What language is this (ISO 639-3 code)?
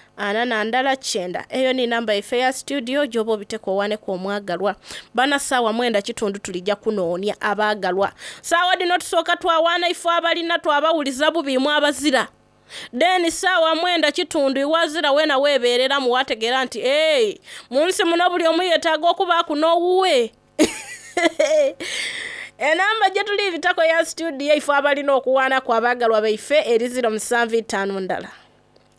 xog